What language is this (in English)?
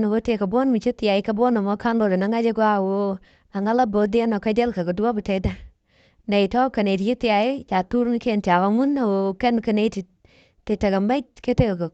Nuer